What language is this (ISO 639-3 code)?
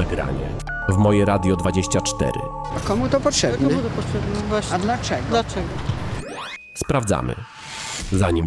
pol